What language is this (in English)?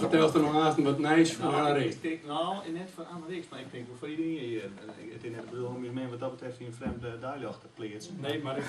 Western Frisian